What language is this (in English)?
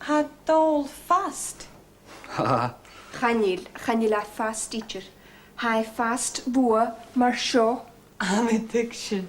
Scottish Gaelic